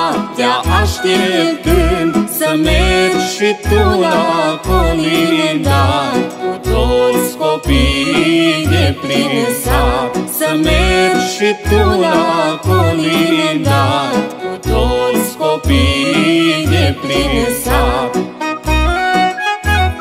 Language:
Romanian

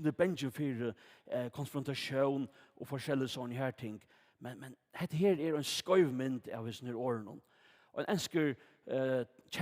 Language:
Faroese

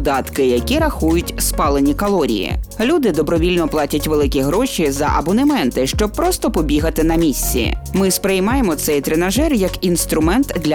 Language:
Ukrainian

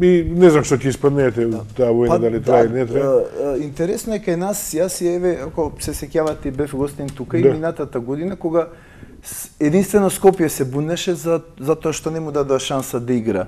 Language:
Macedonian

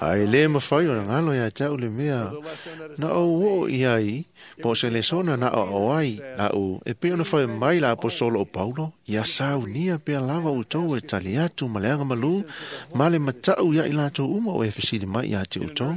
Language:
Samoan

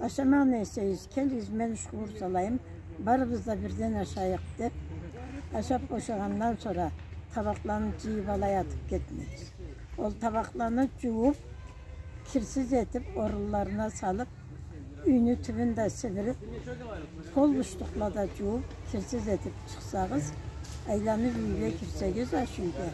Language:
Karachay-Balkar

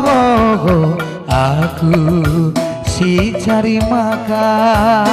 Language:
Batak Karo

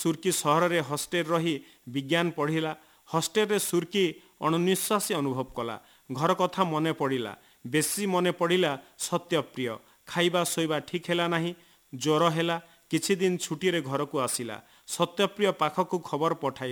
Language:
Odia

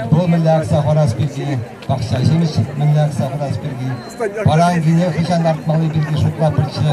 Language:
Chuvash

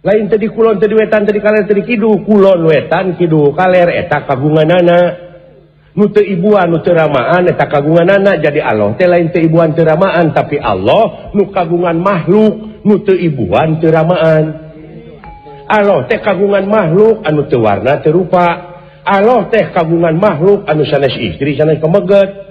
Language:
Sundanese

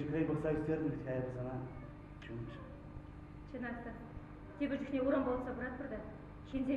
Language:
Chuvash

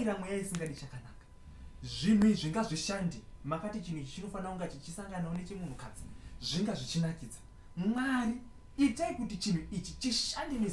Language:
Shona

